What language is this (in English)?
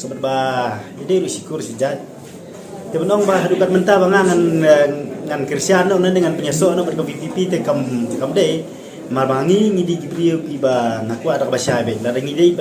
Khasi